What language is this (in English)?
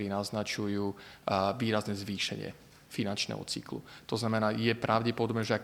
Slovak